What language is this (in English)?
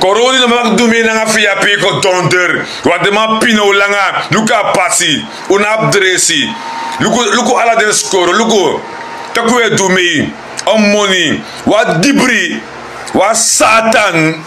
Sranan Tongo